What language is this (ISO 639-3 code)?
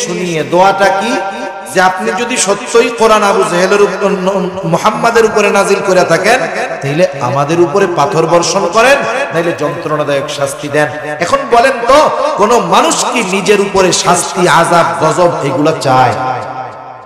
ben